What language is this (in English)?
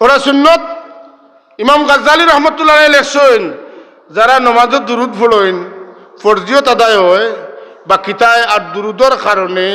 Sylheti